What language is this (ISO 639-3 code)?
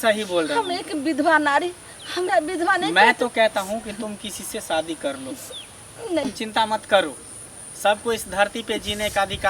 mai